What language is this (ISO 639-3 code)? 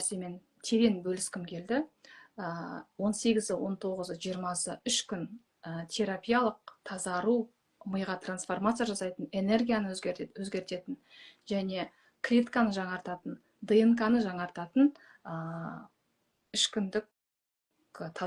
kaz